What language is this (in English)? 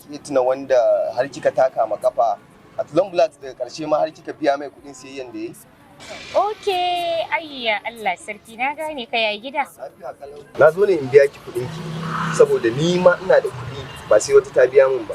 Hausa